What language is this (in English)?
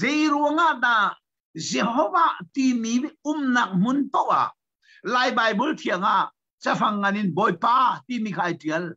Hakha Chin